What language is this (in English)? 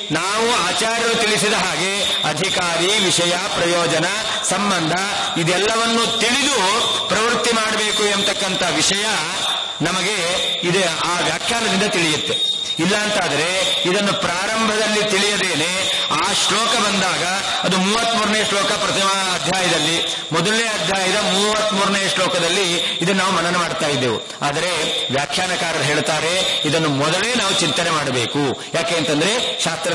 Kannada